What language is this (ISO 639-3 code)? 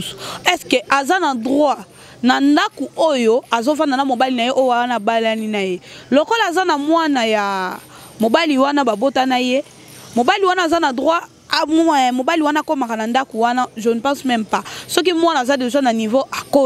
lin